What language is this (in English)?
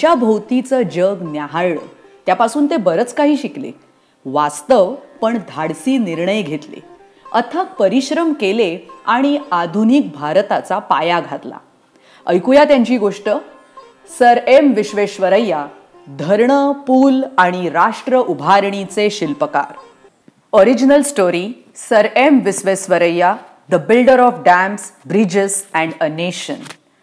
Marathi